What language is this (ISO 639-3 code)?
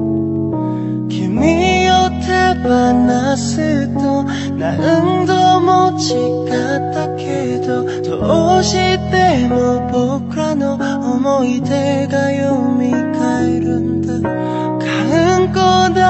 jpn